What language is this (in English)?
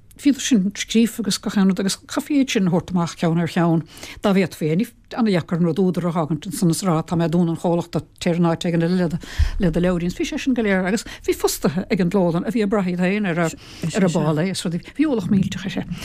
Irish